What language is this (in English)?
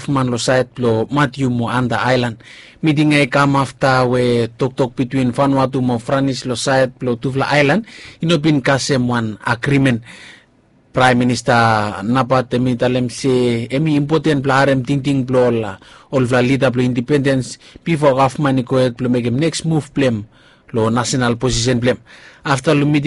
Bislama